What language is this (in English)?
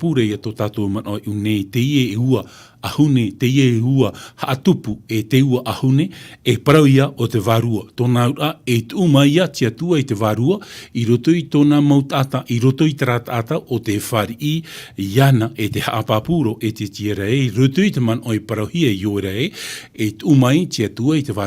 Tahitian